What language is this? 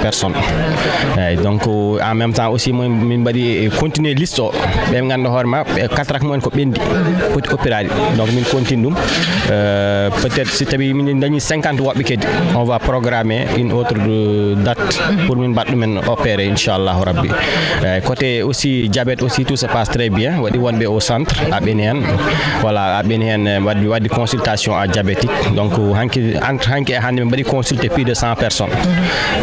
Fula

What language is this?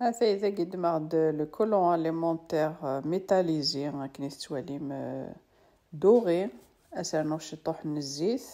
Kabyle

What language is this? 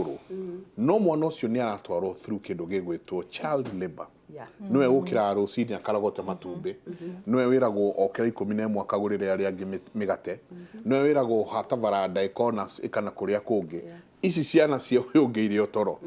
Kikuyu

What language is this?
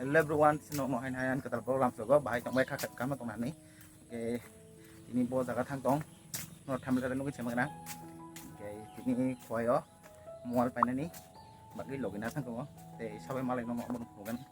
Kok Borok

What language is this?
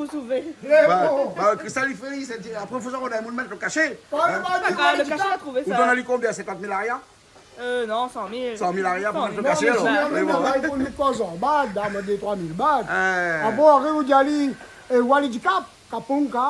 Réunion Creole French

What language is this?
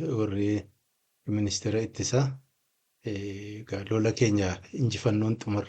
Oromo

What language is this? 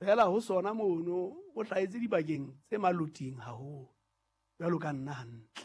Southern Sotho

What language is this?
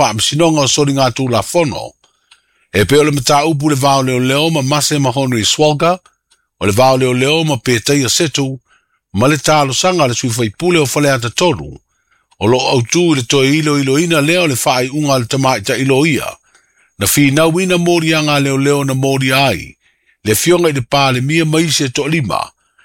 Samoan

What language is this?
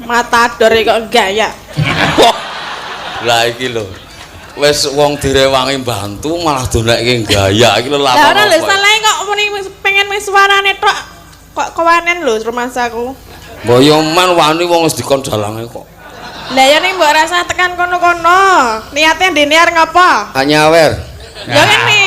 Javanese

